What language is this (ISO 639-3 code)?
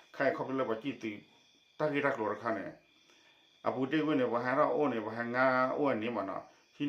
ksw